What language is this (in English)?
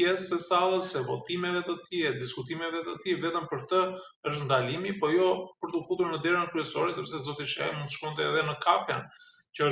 Albanian